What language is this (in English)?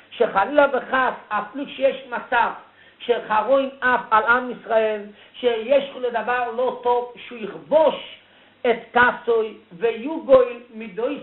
Hebrew